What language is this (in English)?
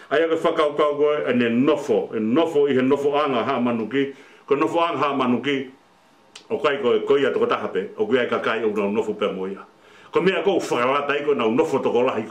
Tongan